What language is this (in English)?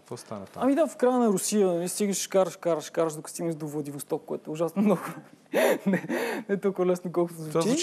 Bulgarian